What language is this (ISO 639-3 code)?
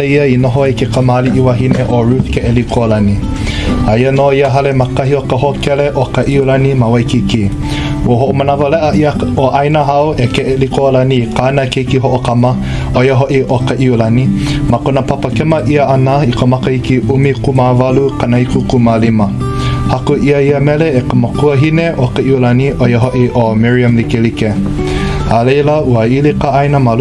haw